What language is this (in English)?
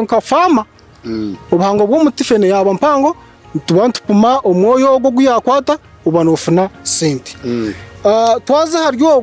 Nyankole